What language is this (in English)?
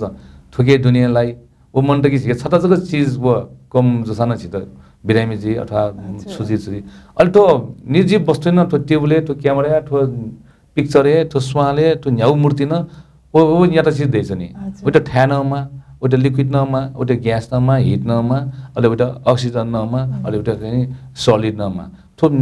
Newari